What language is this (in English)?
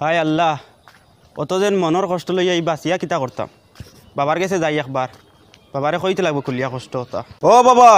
Sylheti